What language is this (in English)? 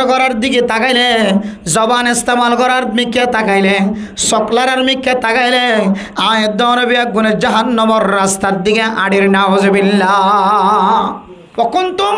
Rohingya